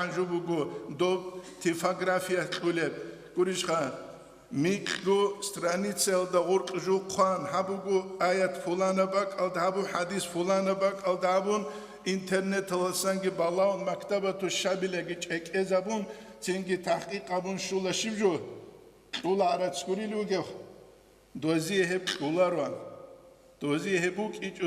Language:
Avaric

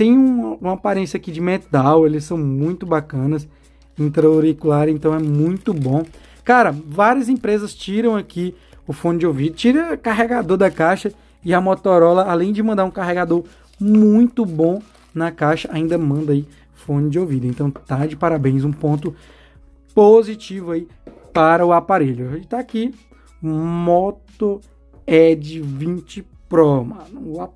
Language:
Portuguese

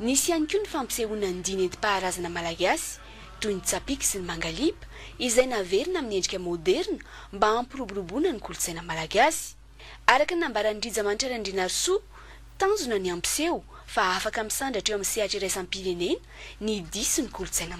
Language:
Malagasy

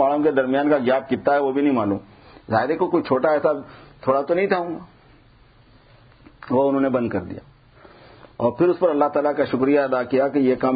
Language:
Urdu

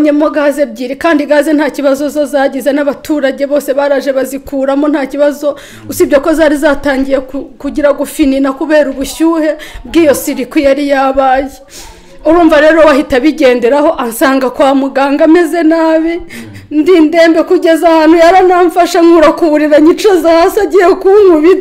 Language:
Kinyarwanda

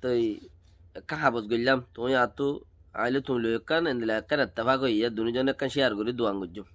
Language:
Rohingya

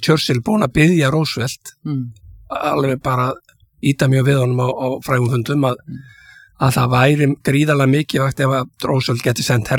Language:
Icelandic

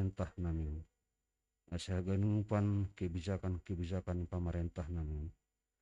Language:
Batak Simalungun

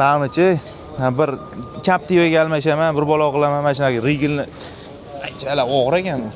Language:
Uzbek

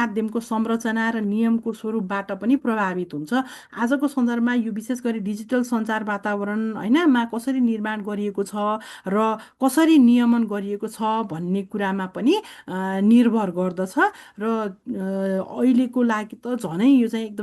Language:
Nepali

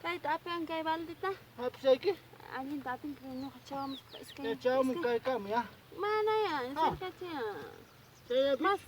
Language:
Ayacucho Quechua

